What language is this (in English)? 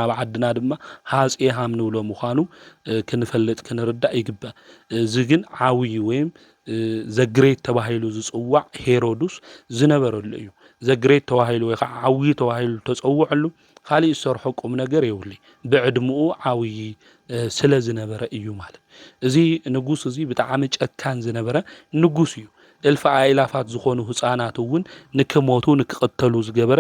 Tigrinya